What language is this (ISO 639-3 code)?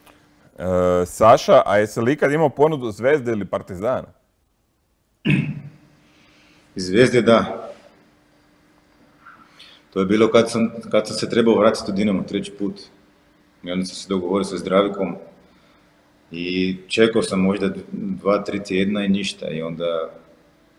hrv